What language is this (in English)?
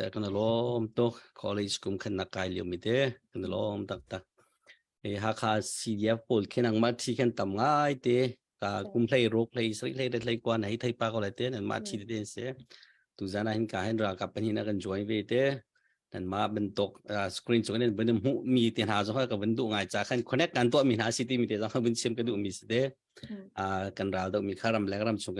Hakha Chin